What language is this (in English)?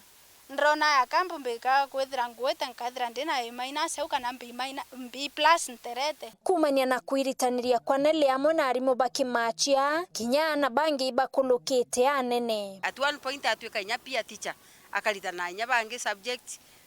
Meru